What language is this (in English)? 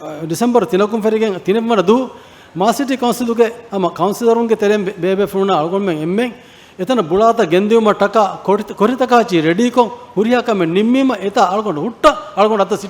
Divehi